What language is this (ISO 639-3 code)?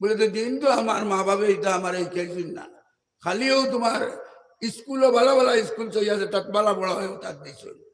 syl